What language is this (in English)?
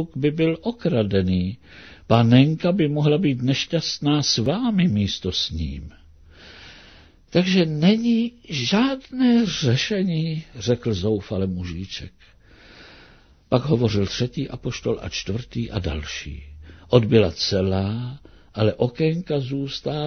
Czech